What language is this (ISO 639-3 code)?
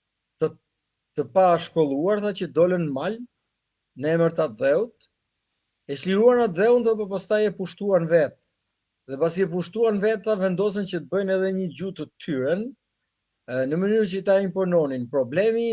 sqi